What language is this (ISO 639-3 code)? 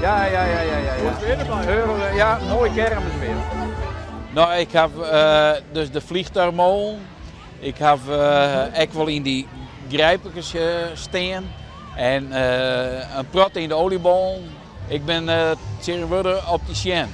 fry